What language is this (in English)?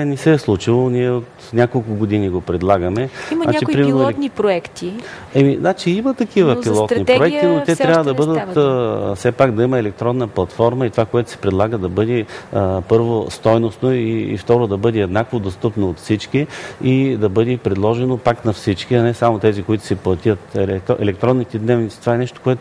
Bulgarian